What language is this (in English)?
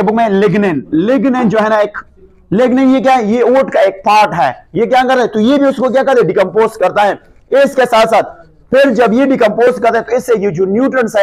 Hindi